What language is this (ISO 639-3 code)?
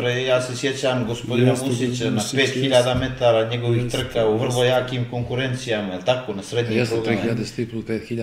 bos